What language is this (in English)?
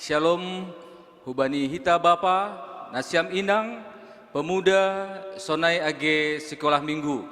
Batak Simalungun